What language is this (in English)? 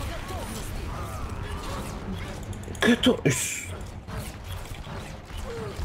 Croatian